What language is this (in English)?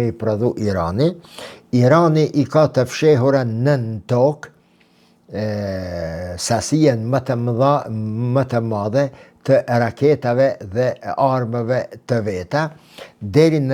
Albanian